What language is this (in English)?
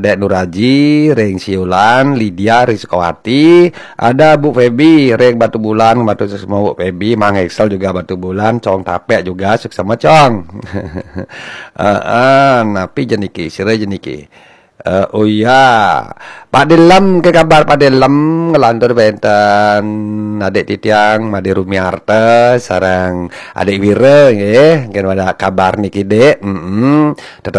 Balinese